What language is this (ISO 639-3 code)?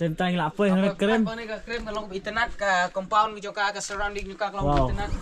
kha